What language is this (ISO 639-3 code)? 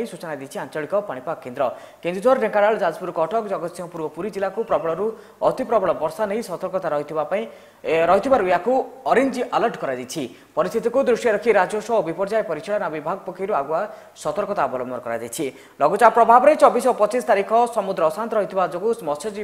ori